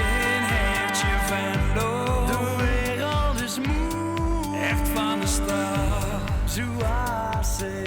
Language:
Limburgish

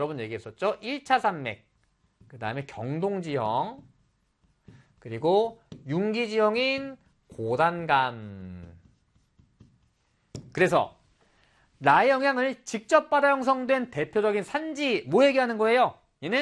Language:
Korean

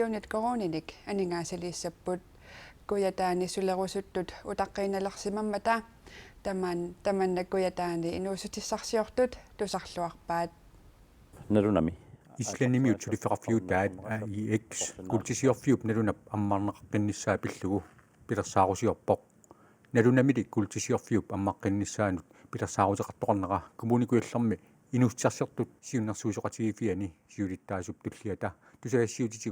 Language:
Kalaallisut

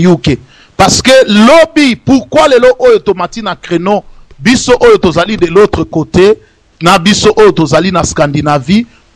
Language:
Lingala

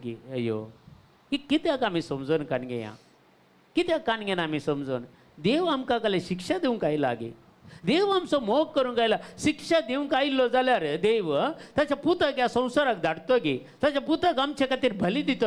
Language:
Konkani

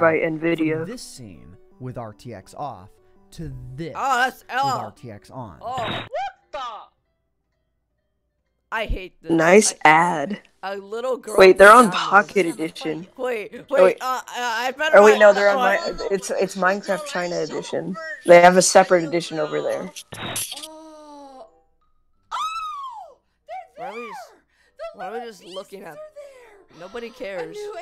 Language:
English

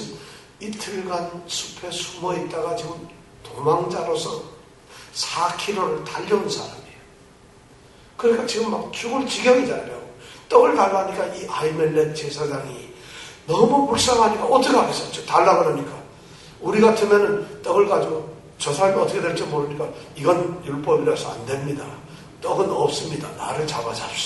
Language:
Korean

